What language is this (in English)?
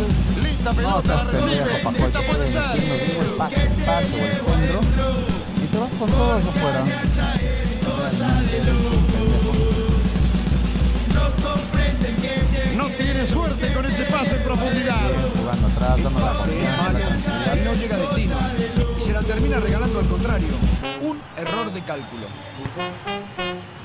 Spanish